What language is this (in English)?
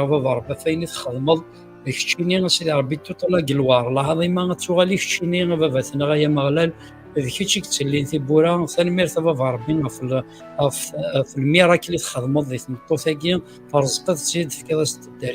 Kabyle